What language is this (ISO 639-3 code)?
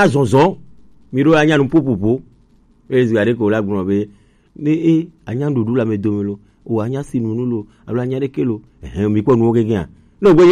gej